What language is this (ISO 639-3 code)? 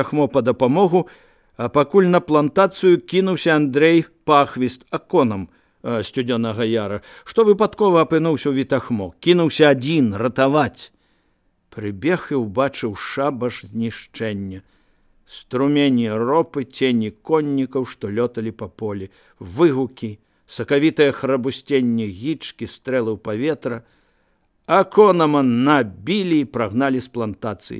bel